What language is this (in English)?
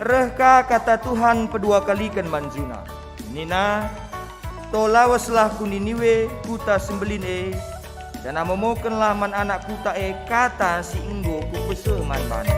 Batak Karo